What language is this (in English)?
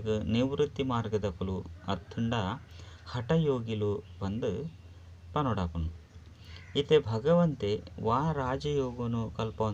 Tulu